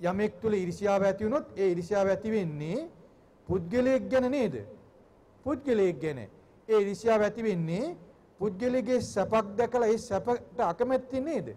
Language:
Sinhala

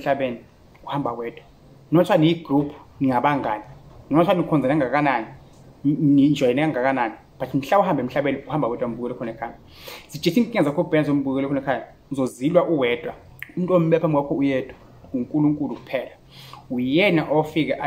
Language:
Zulu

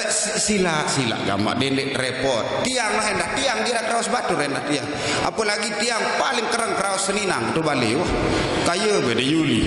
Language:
Sasak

